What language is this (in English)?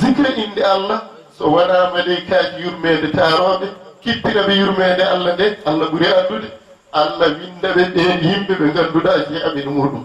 Fula